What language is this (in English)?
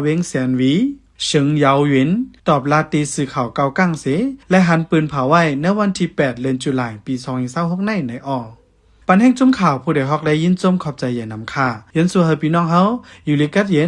Shan